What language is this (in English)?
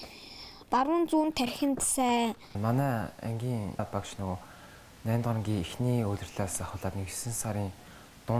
Mongolian